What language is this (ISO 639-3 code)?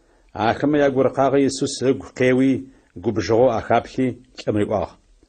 ady